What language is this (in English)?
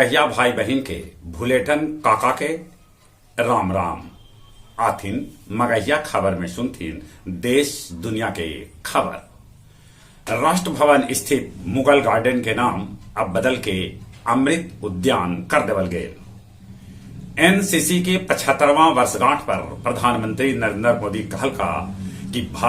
Magahi